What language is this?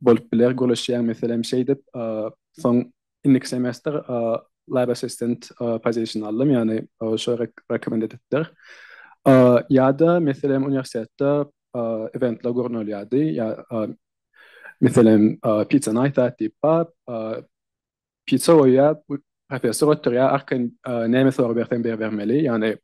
Turkmen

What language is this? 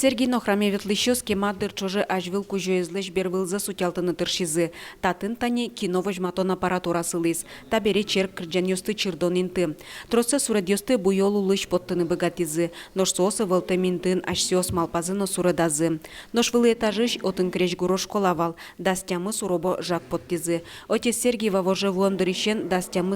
Udmurt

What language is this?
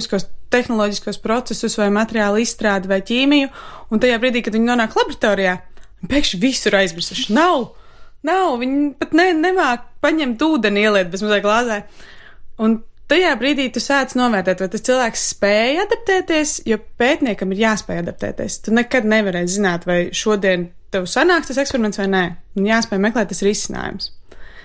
Latvian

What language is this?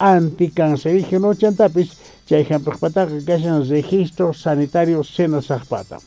South Bolivian Quechua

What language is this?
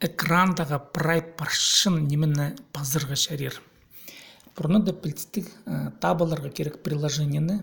Khakas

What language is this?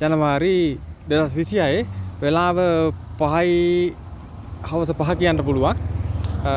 Sinhala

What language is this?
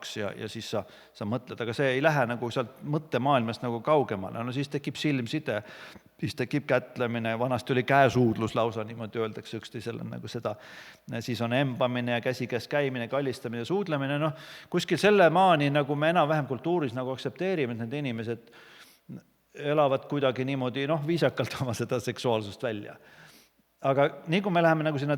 Estonian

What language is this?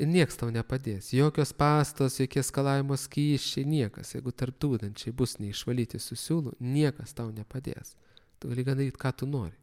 Lithuanian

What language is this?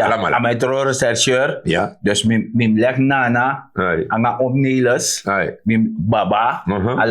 Sranan Tongo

